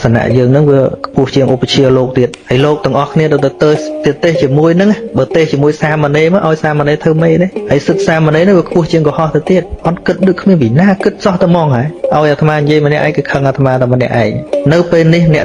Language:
Khmer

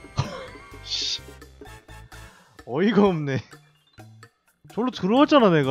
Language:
Korean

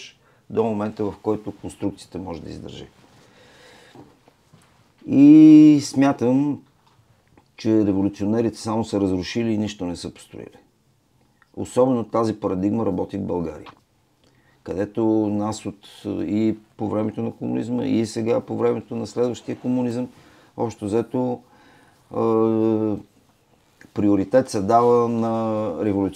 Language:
Bulgarian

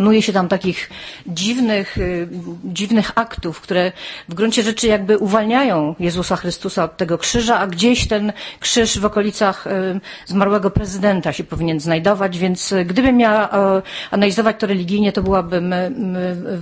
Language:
Polish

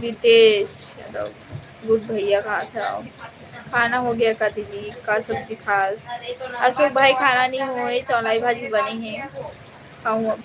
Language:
Chhattisgarhi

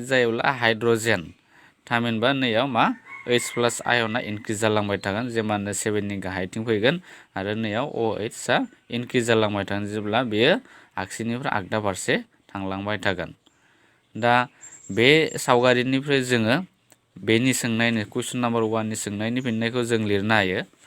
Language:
Bodo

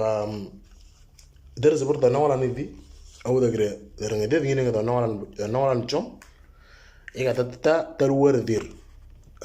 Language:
Moro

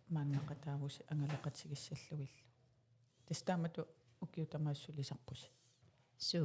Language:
Kalaallisut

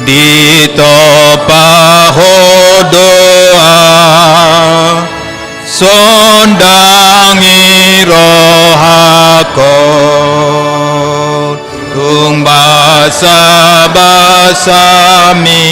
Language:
Batak Toba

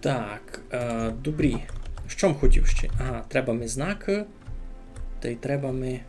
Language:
Rusyn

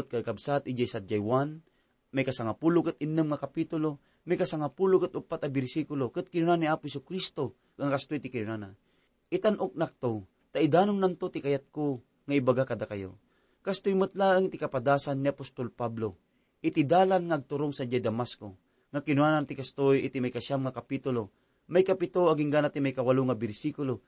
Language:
Iloko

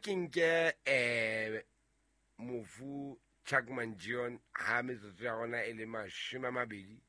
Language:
Southern Sotho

